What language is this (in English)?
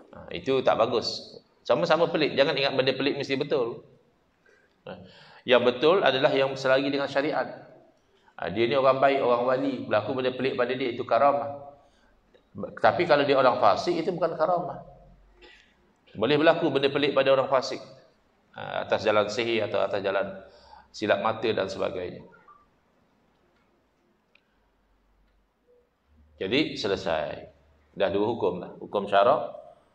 Malay